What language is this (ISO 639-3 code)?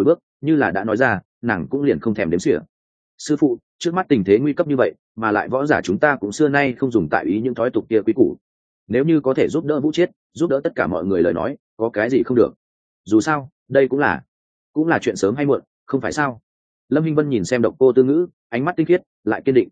vie